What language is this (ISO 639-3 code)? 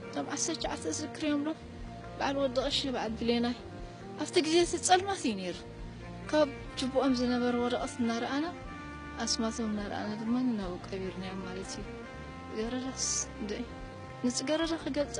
tir